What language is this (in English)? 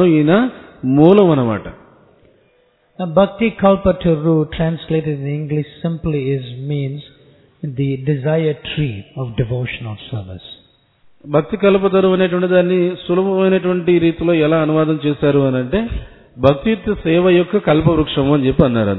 Telugu